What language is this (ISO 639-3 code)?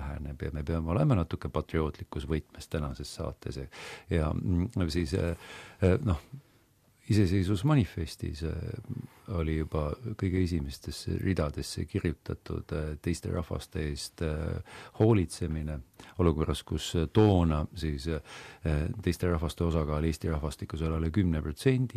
est